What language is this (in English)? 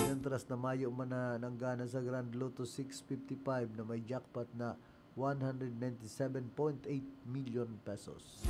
Bikol